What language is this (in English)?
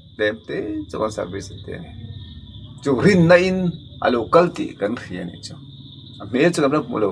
Mizo